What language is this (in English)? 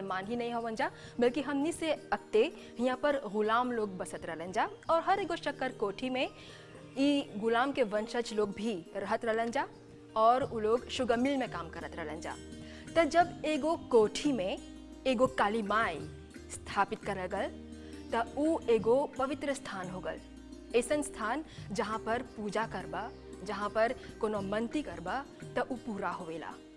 Bhojpuri